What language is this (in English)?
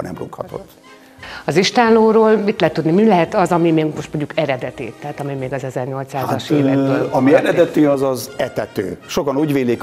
Hungarian